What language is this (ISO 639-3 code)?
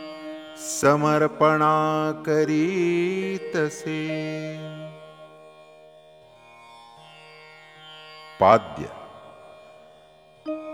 mar